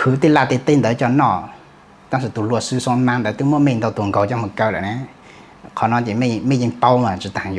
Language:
Hmong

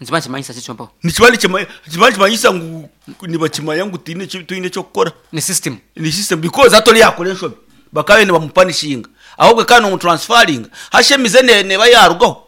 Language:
Nyankole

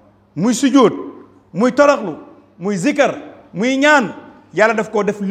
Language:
Wolof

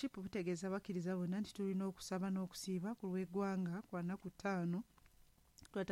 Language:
Ganda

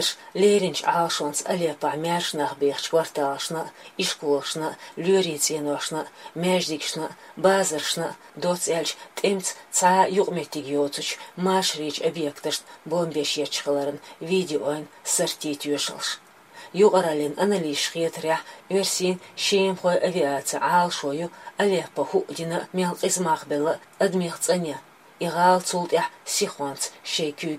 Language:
Chechen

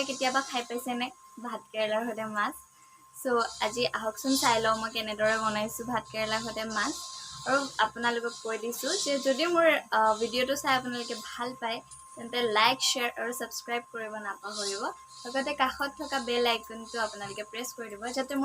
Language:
Assamese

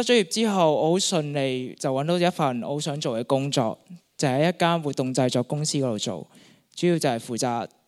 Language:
Cantonese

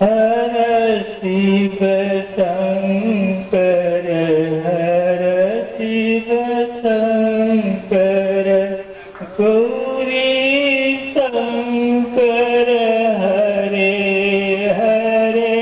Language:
Maithili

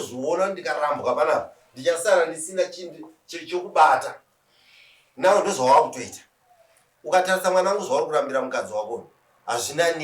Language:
Shona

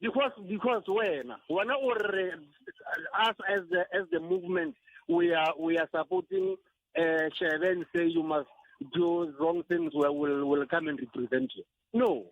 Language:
Tsonga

